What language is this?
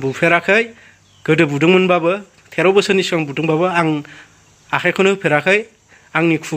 Bodo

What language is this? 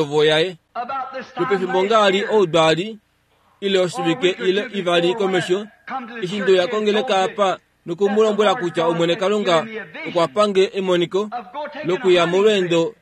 Kuanyama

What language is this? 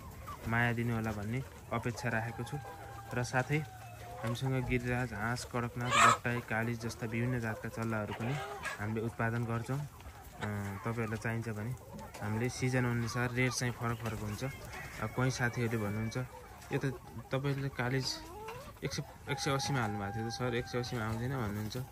Nepali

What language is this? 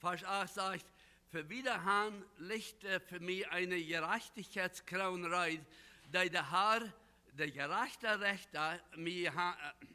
Plautdietsch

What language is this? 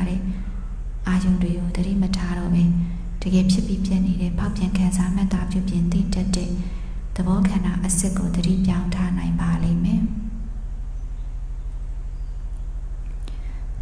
Burmese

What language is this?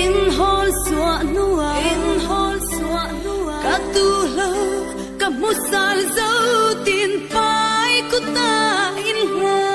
Falam Chin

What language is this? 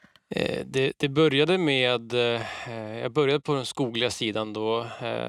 Swedish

